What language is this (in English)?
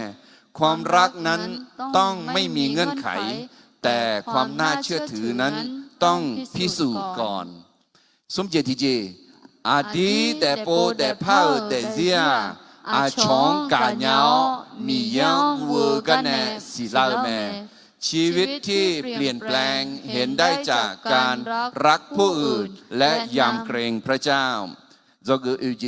Akha